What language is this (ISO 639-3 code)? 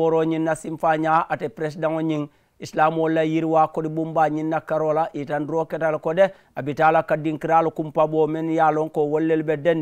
man